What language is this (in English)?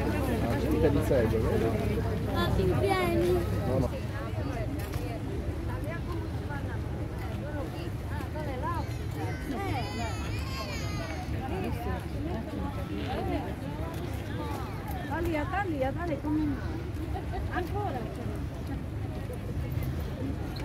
Italian